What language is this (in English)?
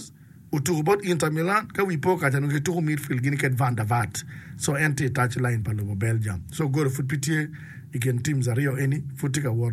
Acoli